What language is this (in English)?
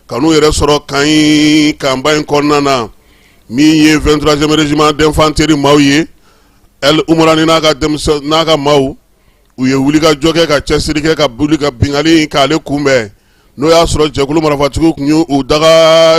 Bambara